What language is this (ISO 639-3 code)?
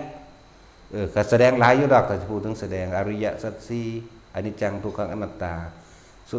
lao